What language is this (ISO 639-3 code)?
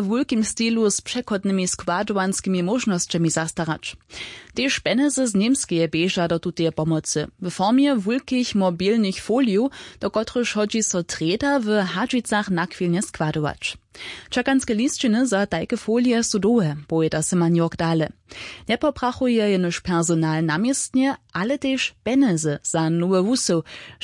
hsb